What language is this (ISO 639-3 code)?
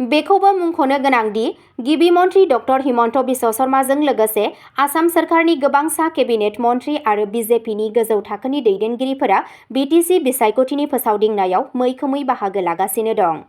brx